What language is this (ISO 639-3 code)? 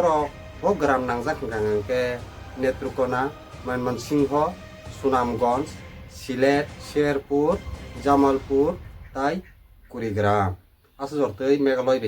trp